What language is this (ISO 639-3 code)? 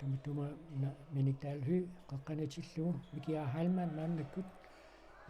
kal